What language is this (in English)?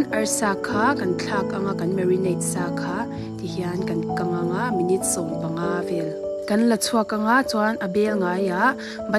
Mizo